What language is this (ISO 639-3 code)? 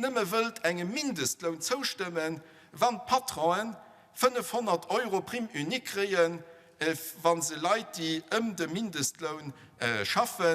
ltz